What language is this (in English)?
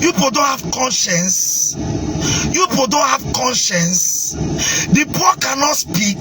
Nigerian Pidgin